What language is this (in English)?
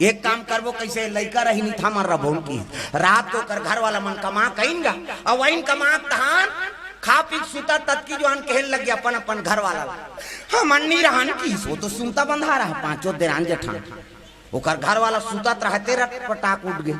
Chhattisgarhi